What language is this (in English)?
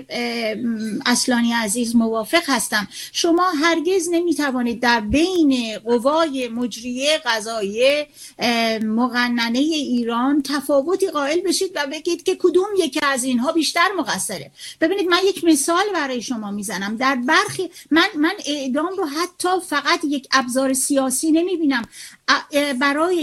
Persian